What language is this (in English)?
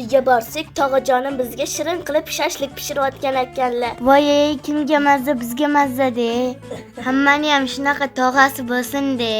Uzbek